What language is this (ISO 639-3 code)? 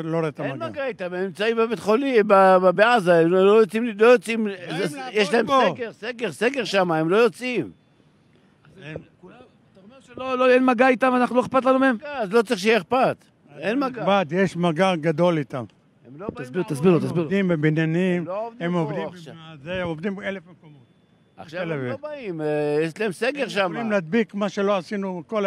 heb